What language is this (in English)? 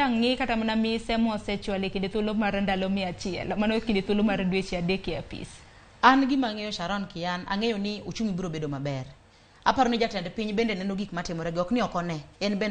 Luo (Kenya and Tanzania)